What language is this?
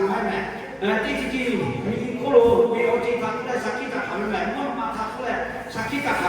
Lahu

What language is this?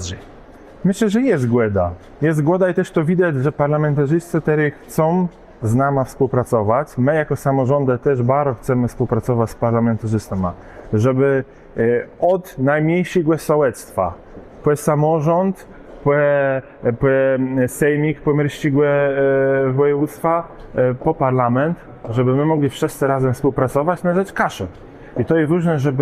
Kashubian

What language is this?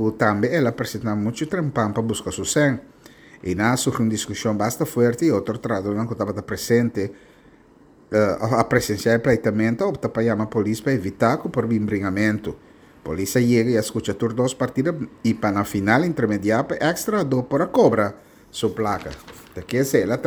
Papiamento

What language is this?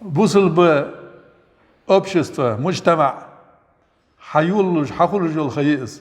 Ingush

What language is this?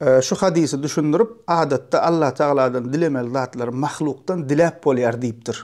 Turkmen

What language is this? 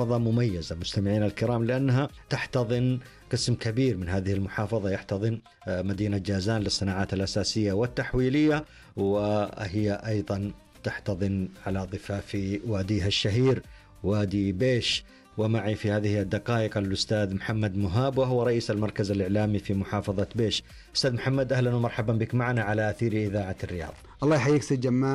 Arabic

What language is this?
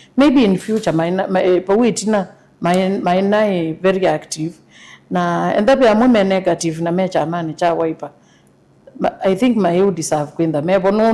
Kamba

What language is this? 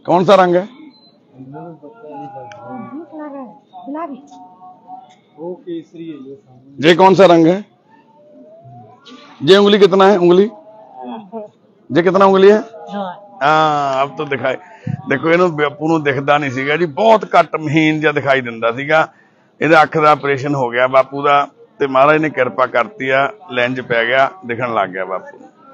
Punjabi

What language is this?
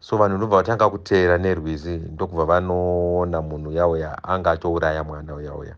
Shona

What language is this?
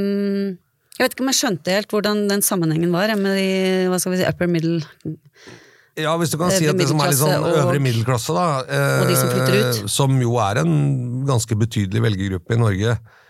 Norwegian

